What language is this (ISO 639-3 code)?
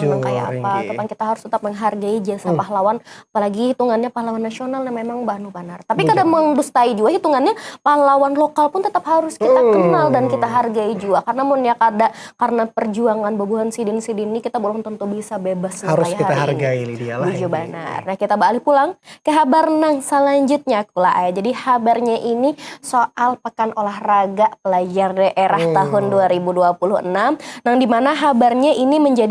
bjn